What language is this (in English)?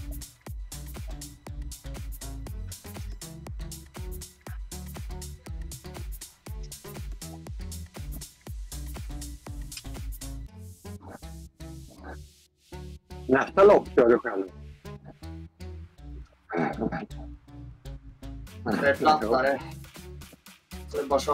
Swedish